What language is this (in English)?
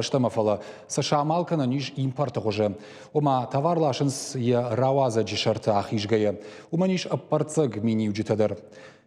Ossetic